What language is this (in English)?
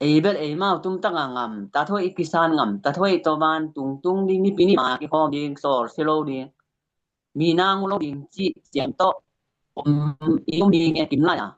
Tedim Chin